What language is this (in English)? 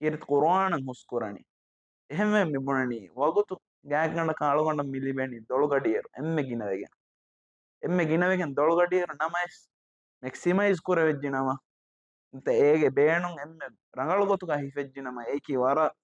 Divehi